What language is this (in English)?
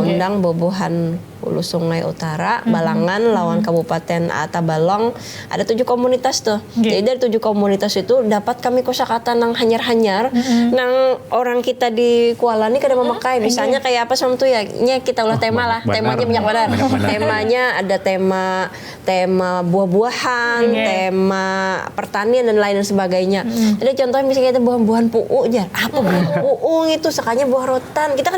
Banjar